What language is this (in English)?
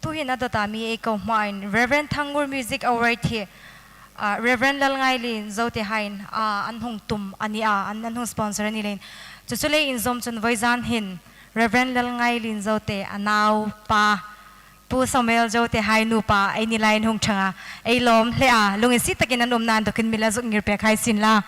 Hmar